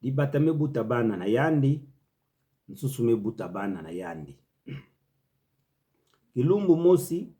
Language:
Kituba (Democratic Republic of Congo)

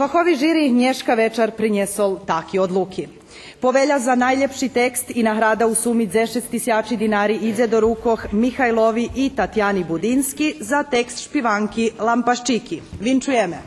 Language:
Rusyn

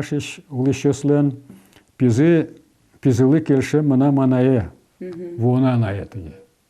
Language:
Udmurt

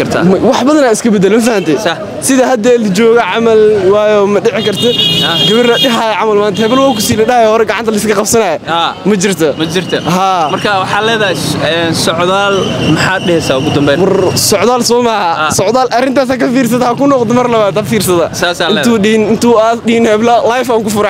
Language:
Somali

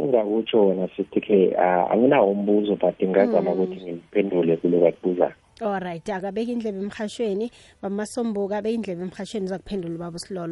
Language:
South Ndebele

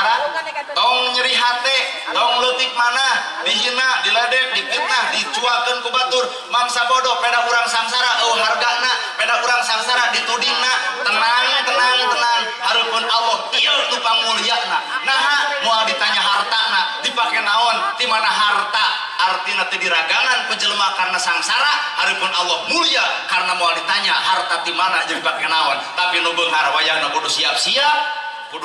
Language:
Sundanese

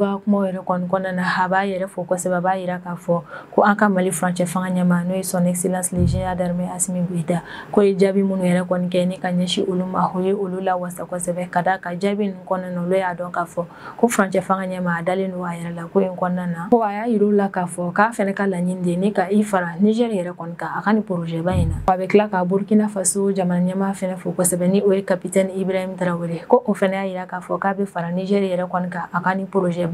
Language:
Bambara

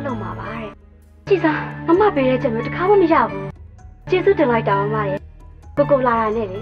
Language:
Burmese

